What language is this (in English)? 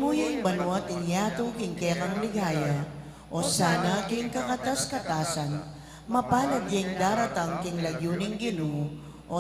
Pampanga